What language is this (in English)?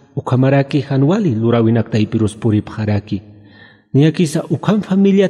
Aymara